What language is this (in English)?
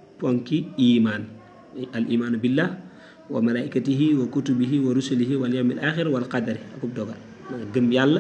Wolof